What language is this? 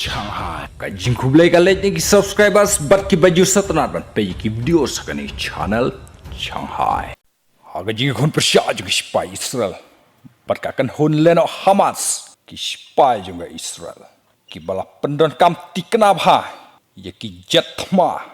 Khasi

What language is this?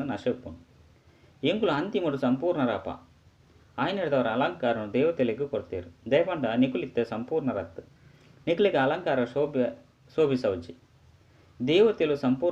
Tulu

